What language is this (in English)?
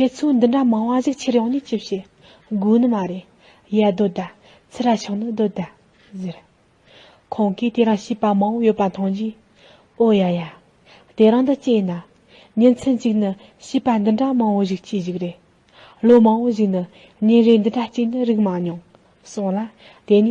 Tibetan